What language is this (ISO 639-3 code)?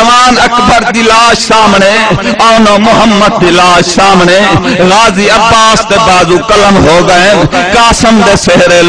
skr